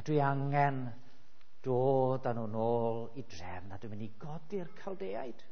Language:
Welsh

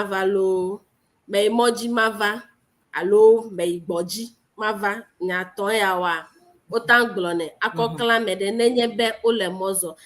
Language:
Ewe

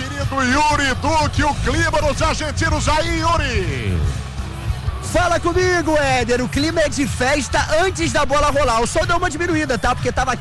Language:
Portuguese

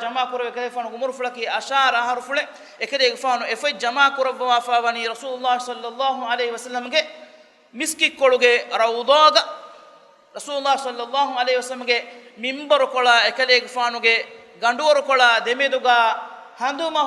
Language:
Divehi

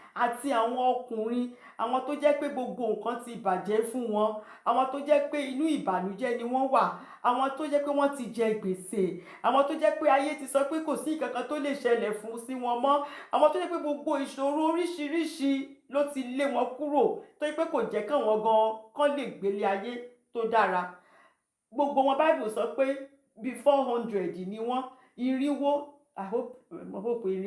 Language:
Yoruba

